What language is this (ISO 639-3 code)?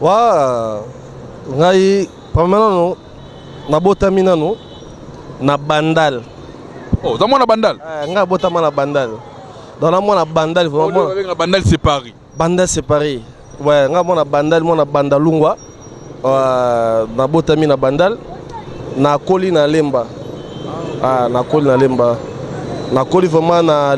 lin